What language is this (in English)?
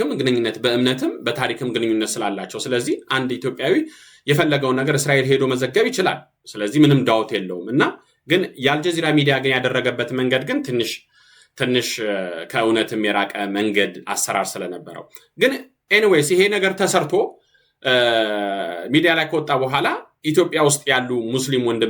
Amharic